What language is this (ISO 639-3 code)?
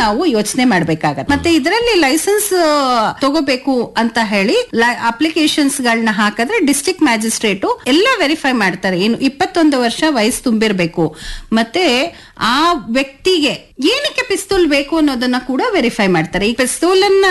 kan